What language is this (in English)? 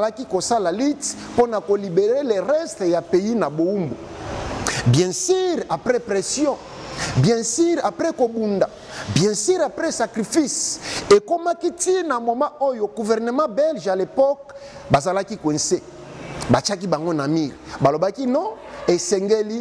Lingala